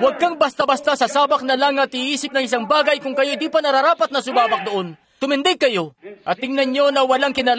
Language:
Filipino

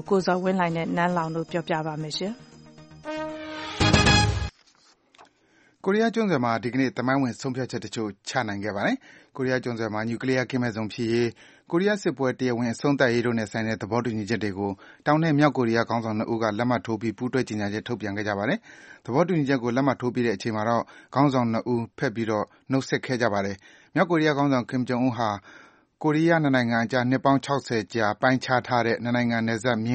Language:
Burmese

